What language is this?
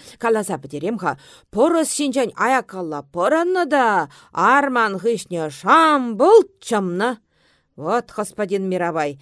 Chuvash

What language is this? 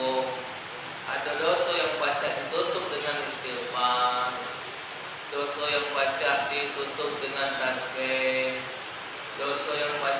Musi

